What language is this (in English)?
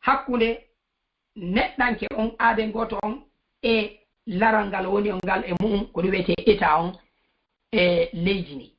Fula